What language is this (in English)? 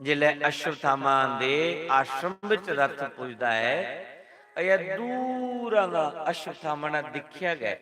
Dogri